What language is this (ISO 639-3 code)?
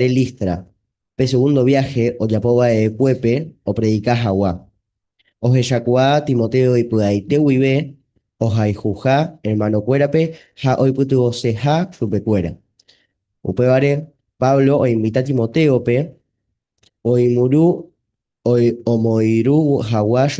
grn